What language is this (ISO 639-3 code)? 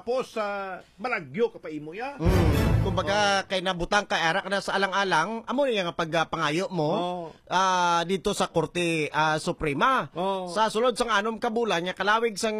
hil